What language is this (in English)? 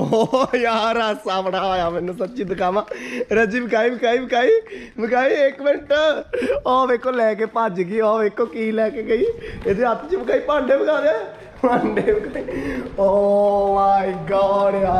Punjabi